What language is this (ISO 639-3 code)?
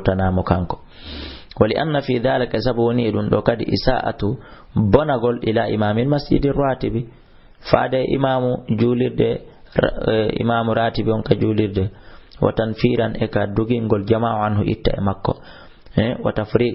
ful